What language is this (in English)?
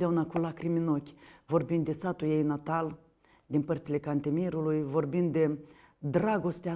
Romanian